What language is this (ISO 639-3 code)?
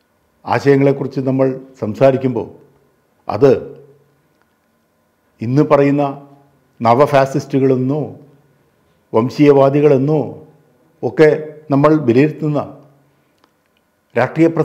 mal